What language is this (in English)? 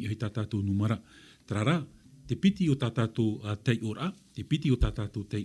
Tahitian